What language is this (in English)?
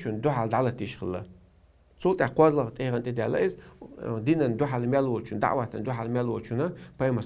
Chechen